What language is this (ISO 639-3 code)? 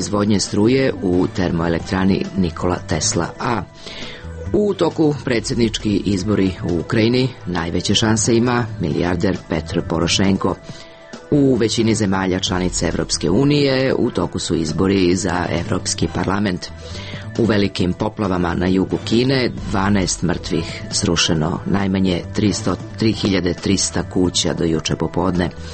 srp